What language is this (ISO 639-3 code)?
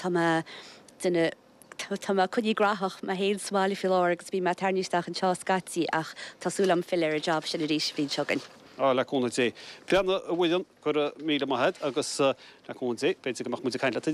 gle